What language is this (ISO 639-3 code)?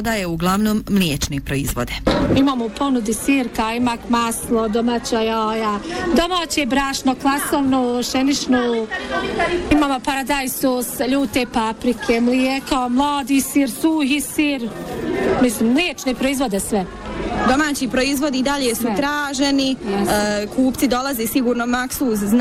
bos